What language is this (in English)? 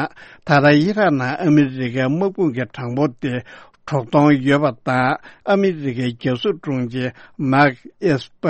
Tibetan